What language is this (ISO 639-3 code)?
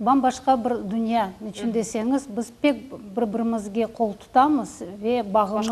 crh